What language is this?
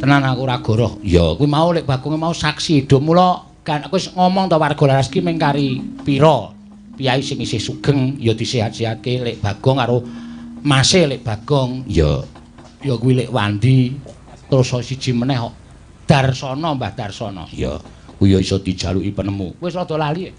Javanese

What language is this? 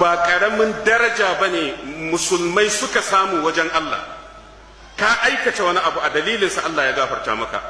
Hausa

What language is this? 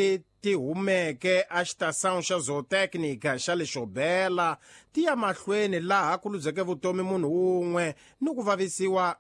Tsonga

